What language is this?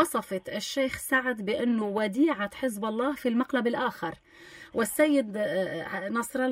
North Levantine Arabic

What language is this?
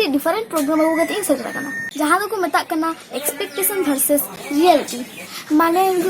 Santali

